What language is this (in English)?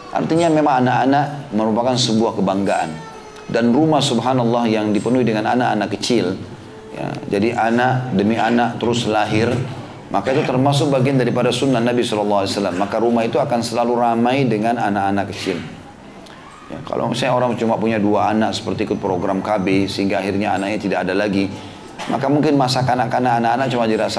Indonesian